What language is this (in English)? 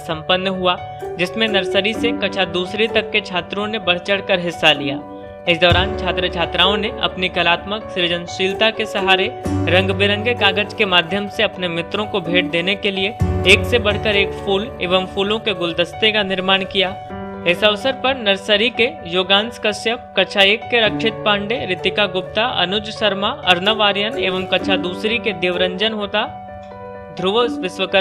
Hindi